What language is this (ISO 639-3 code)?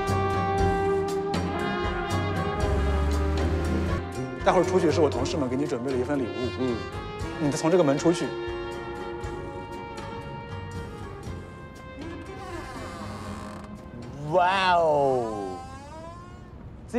zho